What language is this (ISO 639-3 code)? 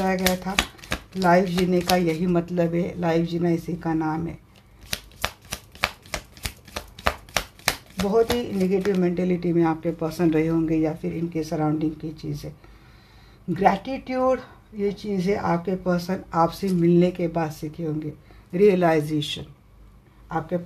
hin